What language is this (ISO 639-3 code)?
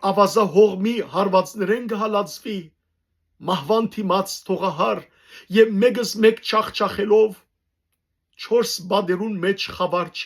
hyw